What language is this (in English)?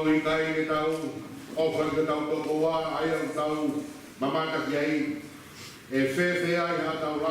Tongan